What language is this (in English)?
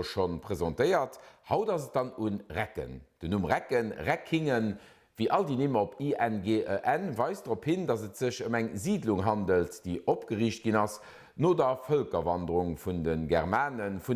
Luxembourgish